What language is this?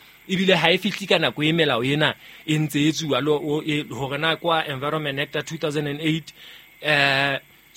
Southern Sotho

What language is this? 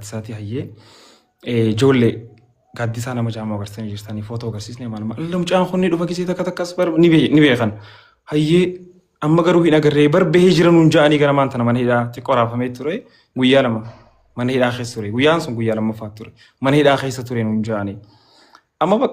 Oromo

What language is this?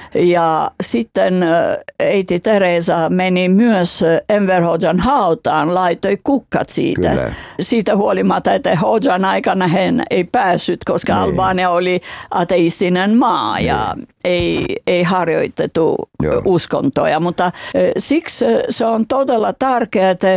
Finnish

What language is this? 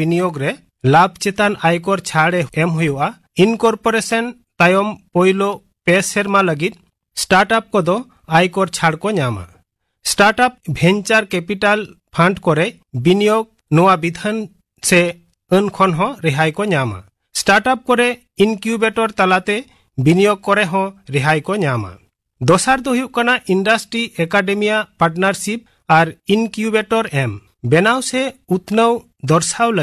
Santali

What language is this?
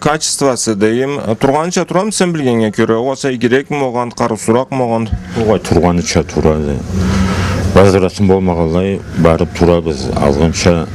Karachay-Balkar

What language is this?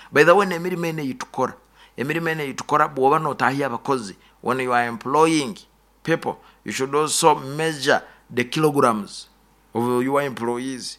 Nyoro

